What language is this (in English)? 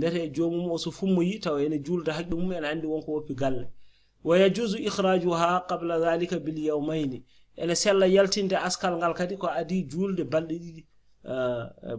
Fula